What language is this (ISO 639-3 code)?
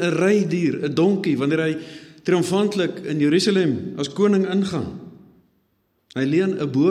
afr